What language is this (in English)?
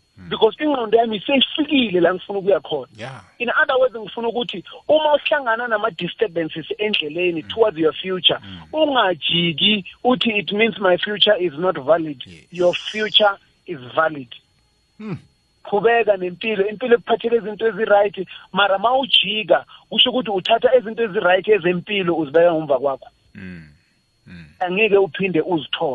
South Ndebele